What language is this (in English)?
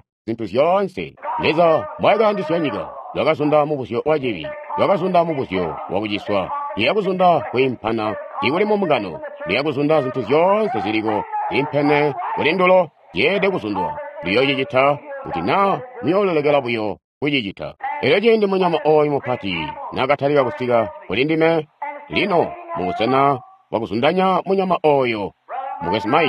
Tonga (Zambia)